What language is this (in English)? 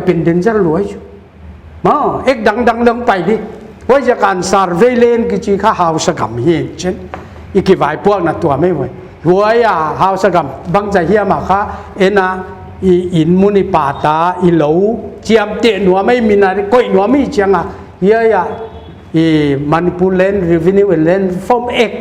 Paite Chin